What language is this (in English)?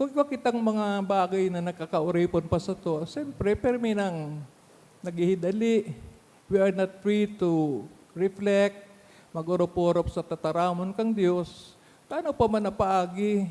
Bikol